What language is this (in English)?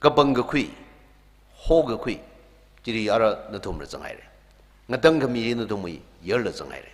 Tangkhul Naga (India)